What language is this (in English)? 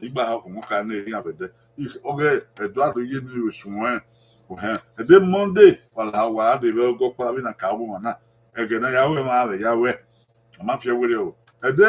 Bini